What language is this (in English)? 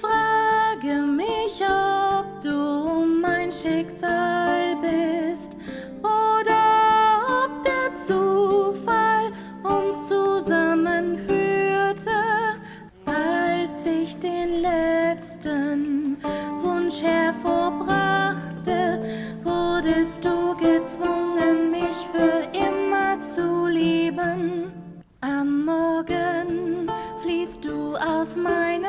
Swiss German